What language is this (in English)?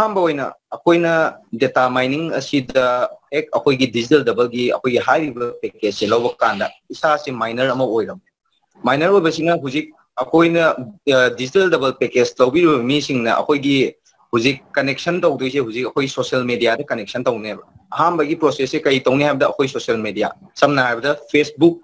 Manipuri